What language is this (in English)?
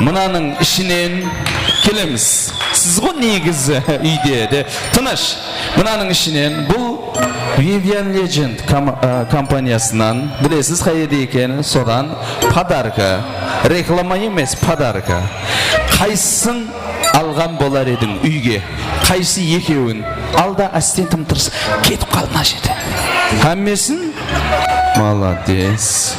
Kara-Kalpak